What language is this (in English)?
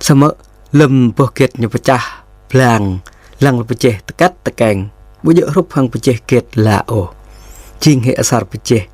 Jarai